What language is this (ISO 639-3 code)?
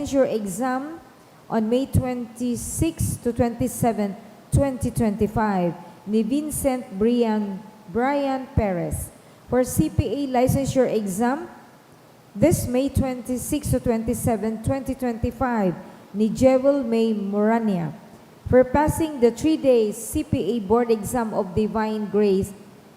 bik